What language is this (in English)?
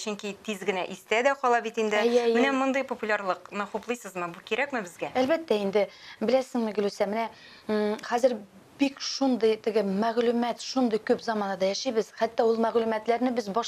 Tatar